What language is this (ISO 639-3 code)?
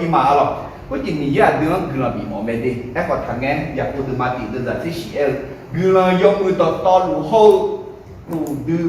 ahk